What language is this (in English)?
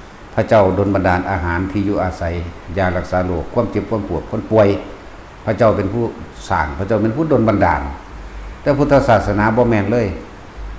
Northeastern Thai